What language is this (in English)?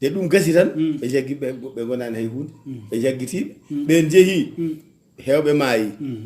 Fula